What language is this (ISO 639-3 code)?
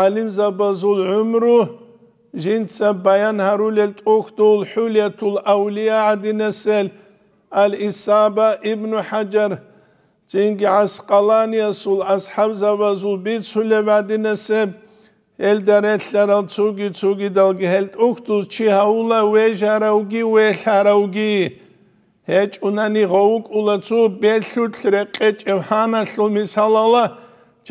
ava